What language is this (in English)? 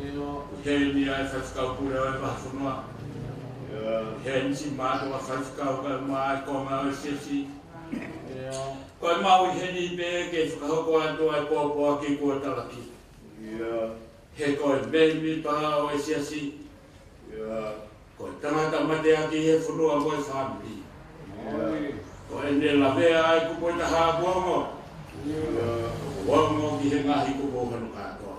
Tongan